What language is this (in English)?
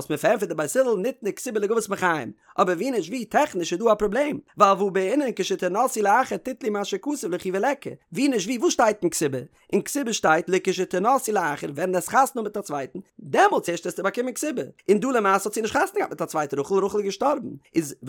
Yiddish